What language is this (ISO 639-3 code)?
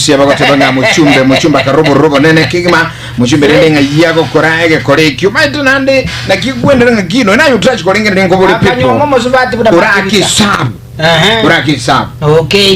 guz